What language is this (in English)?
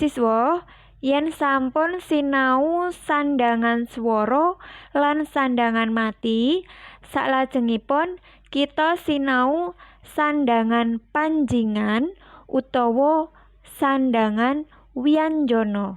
Javanese